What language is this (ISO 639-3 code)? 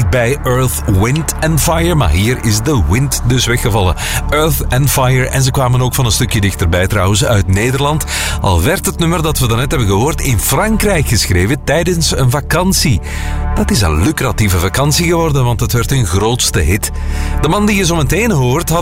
nld